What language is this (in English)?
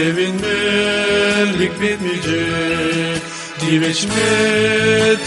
Gagauz